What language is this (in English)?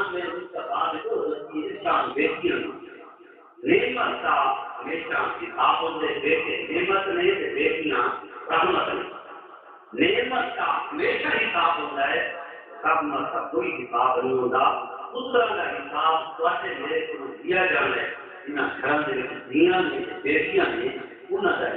Saraiki